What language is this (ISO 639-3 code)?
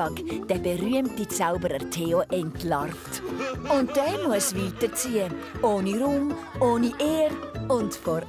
gsw